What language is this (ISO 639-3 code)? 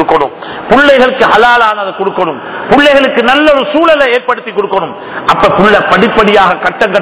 tam